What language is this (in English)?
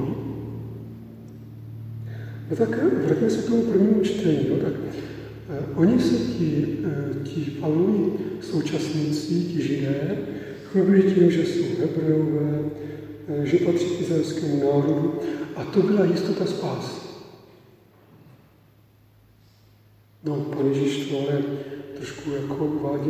Czech